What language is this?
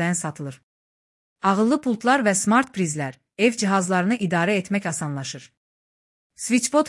Azerbaijani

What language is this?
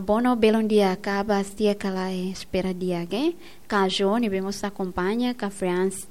Tetum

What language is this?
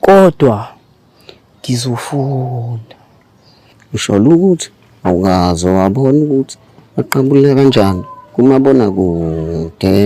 Zulu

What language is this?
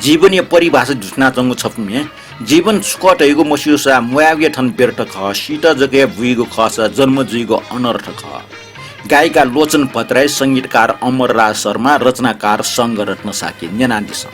Newari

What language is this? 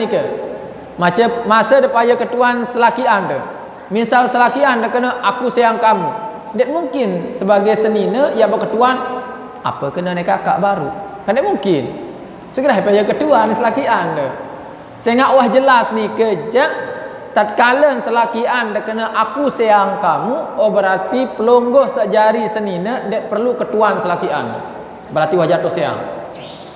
Sasak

